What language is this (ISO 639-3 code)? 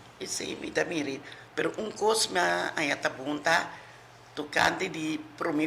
pap